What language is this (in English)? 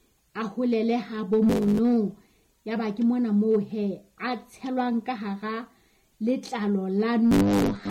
Southern Sotho